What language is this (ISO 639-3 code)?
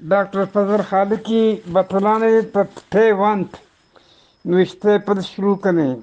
bgp